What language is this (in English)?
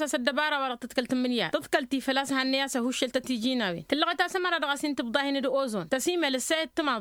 Tamasheq